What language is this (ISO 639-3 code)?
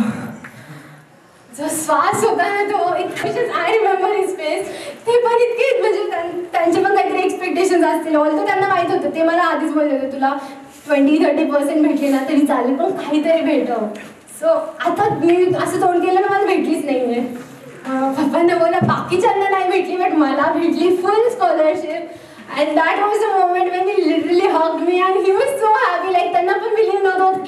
mar